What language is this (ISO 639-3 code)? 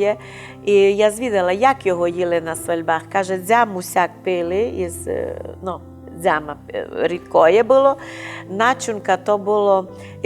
rue